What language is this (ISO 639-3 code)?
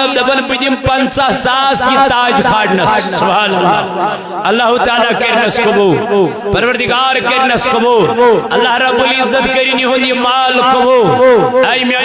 kas